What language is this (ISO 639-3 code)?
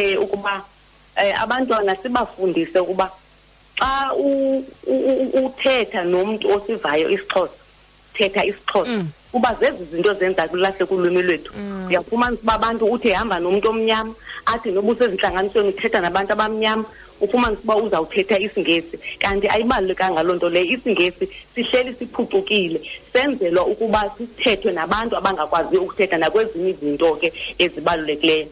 xho